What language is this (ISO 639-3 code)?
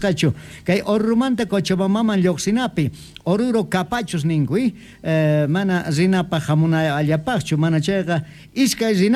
que